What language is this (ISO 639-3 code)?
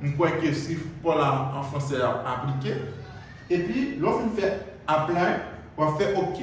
hat